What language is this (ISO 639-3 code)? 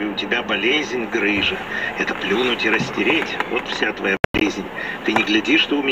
rus